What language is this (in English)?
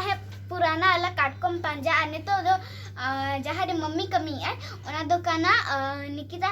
Santali